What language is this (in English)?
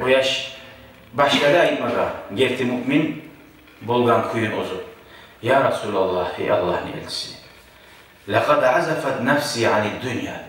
Kumyk